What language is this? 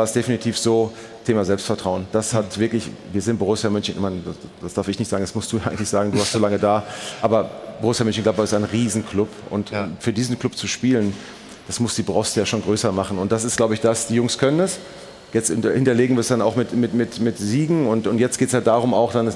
German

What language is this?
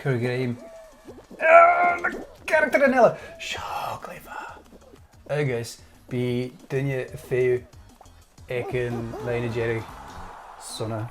Scottish Gaelic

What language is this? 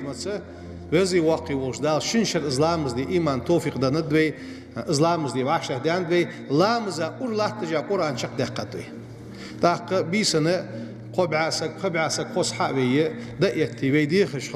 Ingush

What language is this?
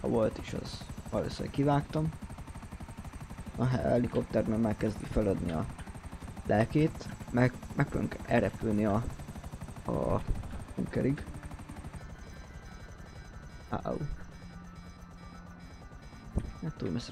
Hungarian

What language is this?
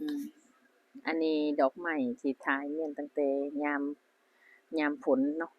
Lao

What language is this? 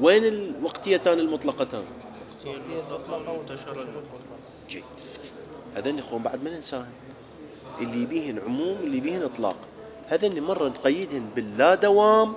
Mesopotamian Arabic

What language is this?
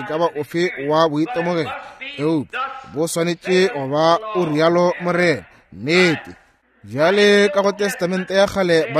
Northern Sotho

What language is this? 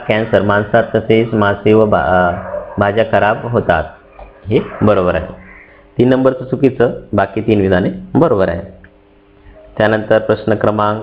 Marathi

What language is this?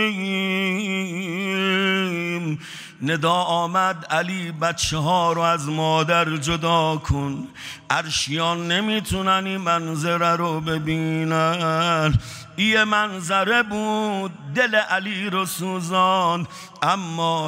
Persian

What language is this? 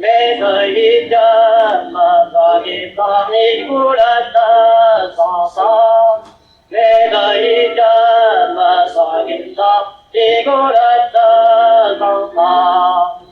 Breton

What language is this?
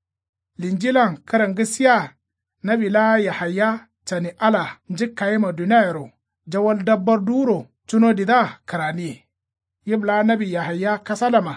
Kanuri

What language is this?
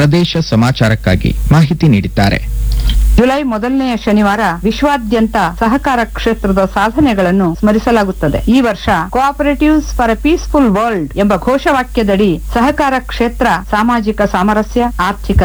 Kannada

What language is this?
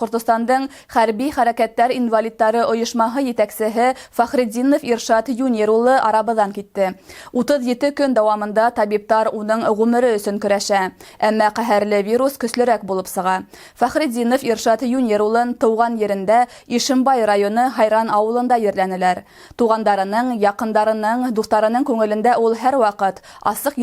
Bashkir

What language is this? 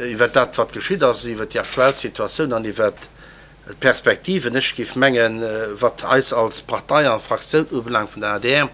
Luxembourgish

